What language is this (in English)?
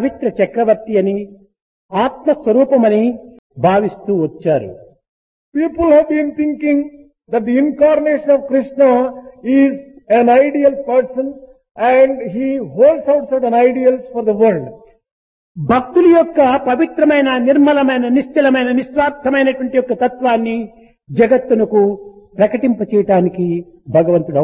Telugu